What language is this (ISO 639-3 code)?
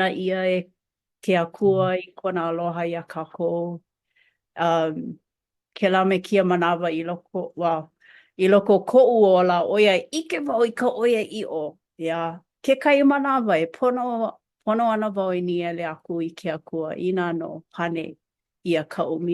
haw